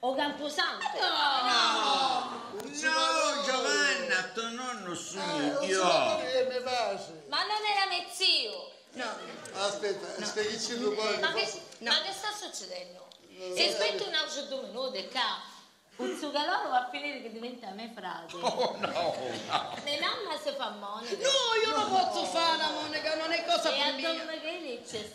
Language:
Sicilian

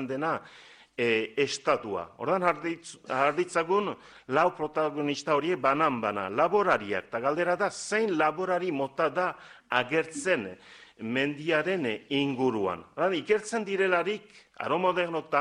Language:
Basque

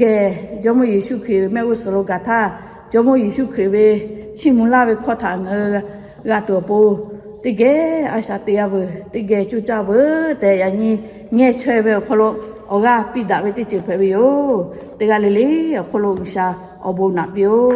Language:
Lahu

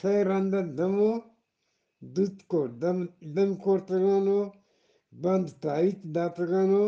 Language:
Eastern Balochi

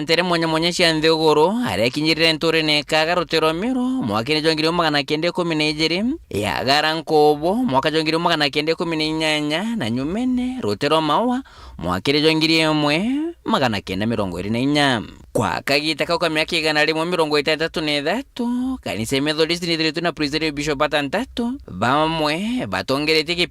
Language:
Meru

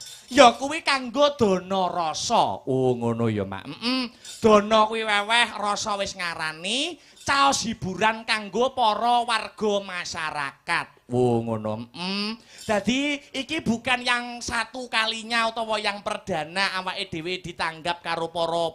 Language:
Javanese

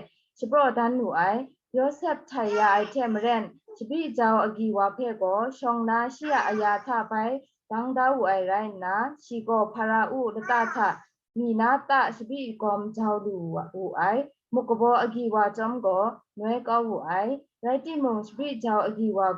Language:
Kachin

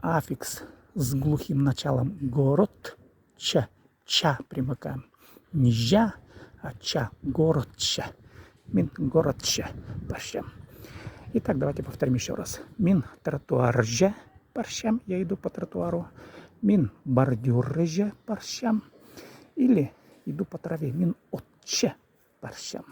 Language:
Khakas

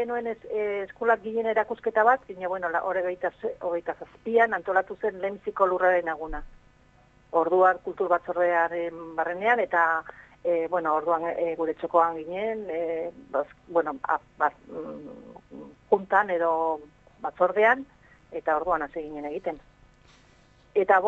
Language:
Basque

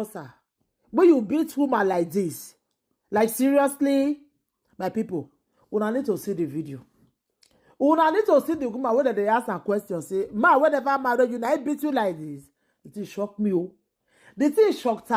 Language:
Nigerian Pidgin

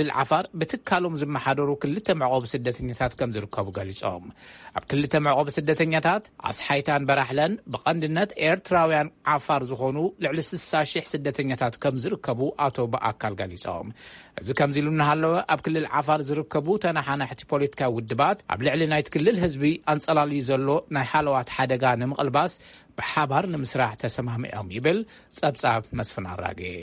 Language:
Tigrinya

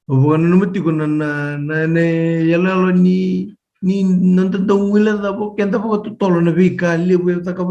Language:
Fijian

